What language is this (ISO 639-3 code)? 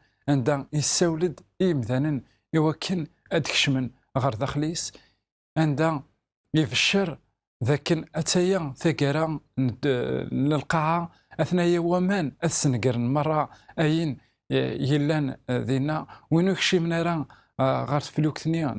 kab